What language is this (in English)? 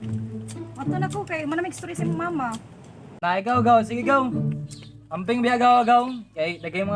Cebuano